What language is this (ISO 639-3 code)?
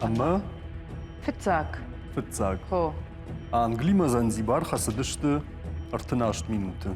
oss